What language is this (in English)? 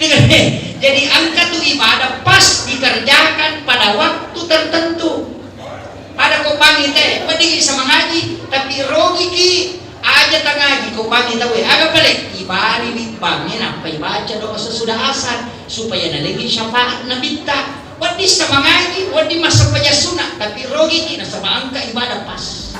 Buginese